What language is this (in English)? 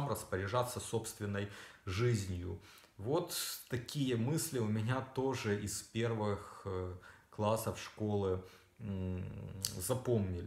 Russian